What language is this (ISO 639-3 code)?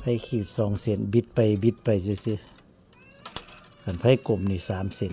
tts